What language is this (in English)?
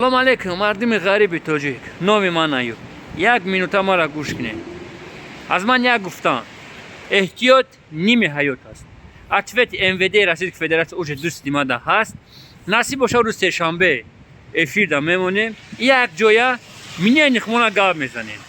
Tajik